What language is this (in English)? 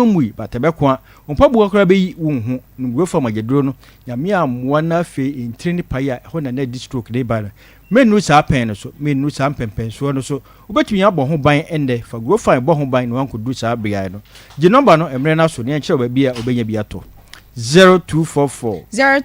Akan